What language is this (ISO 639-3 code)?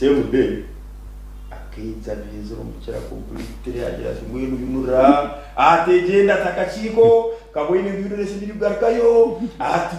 nyn